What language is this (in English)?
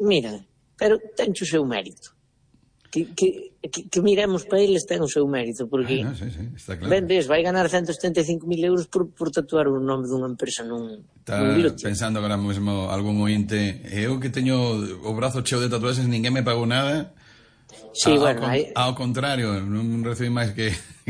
Galician